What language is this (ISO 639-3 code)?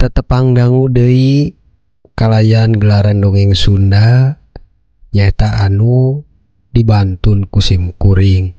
sun